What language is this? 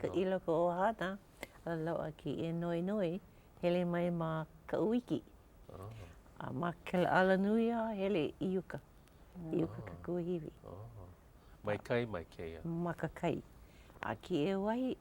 Hawaiian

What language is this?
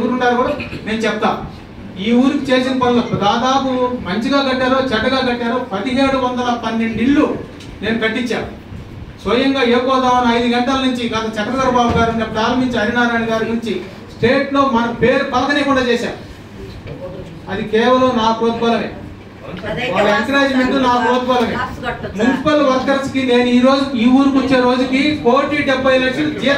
Telugu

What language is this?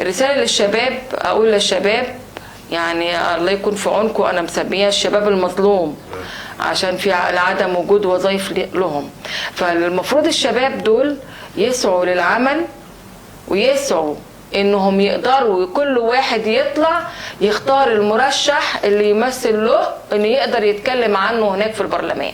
Egyptian Arabic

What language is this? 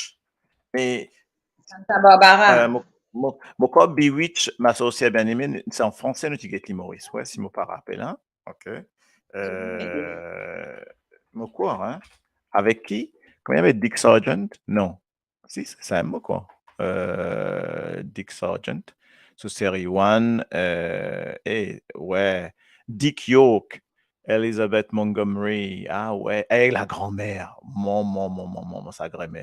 Morisyen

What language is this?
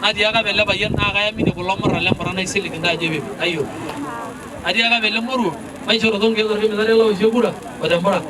Masai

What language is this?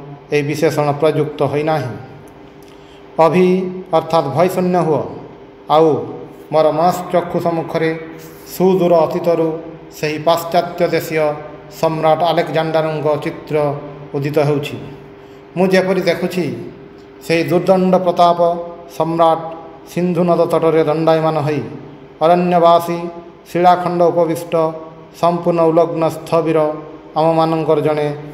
Odia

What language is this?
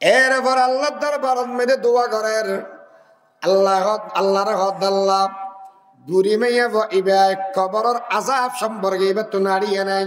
Rohingya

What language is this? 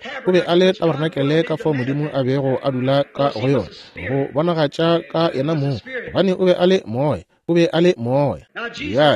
Northern Sotho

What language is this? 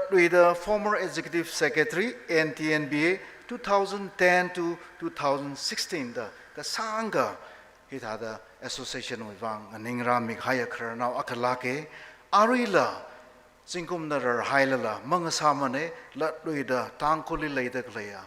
Tangkhul Naga (India)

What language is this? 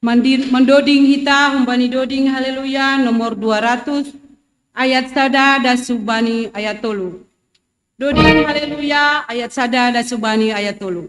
Batak Simalungun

